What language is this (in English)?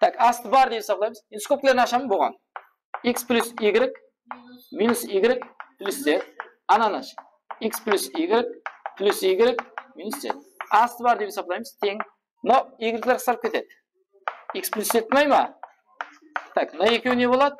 Kara-Kalpak